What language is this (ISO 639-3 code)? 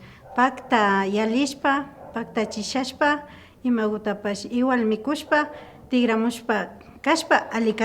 qvi